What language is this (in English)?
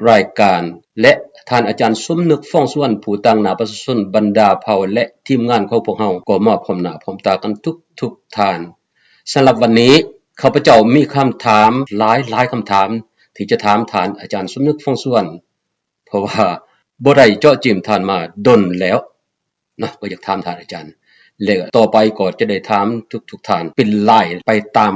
Lao